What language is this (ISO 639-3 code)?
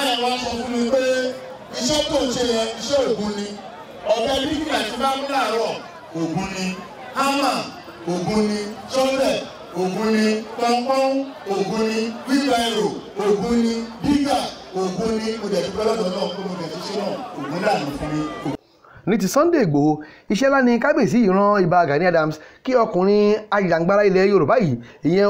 yor